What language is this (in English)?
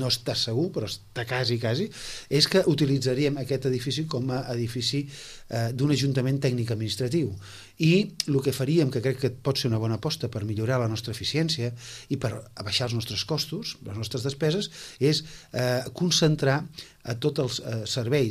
Catalan